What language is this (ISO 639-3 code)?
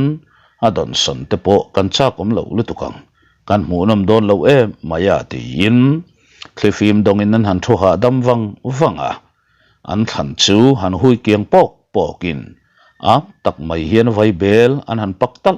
lus